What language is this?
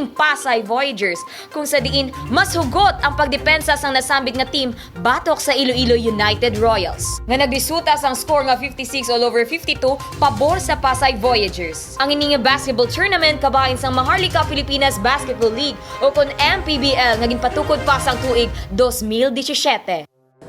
Hiligaynon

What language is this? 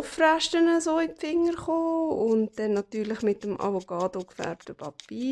Swiss German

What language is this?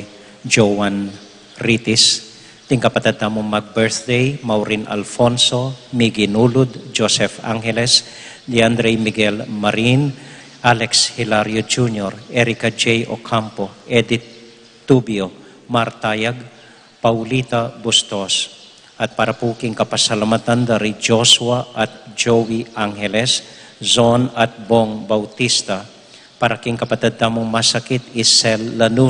Pampanga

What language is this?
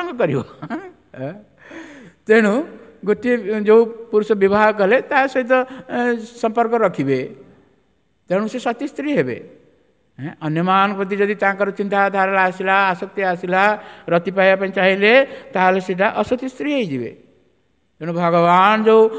Odia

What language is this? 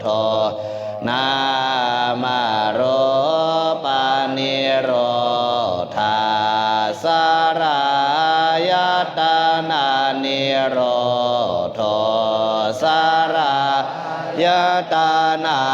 Pali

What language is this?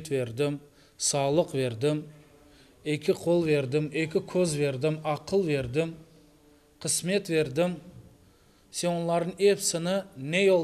Crimean Tatar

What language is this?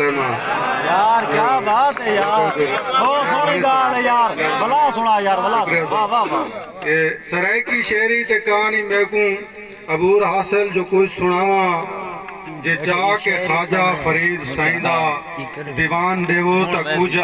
Saraiki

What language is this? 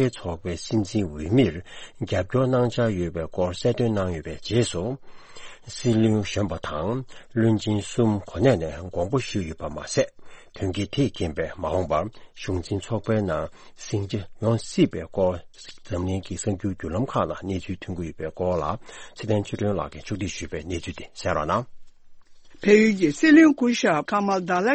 Tibetan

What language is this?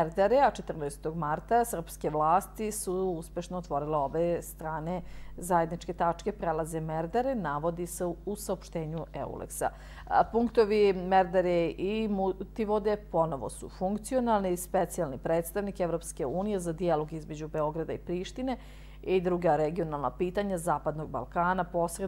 Serbian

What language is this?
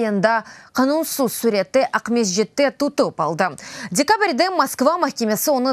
Crimean Tatar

